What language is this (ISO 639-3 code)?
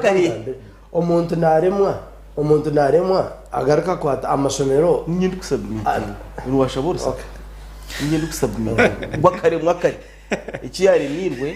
nyn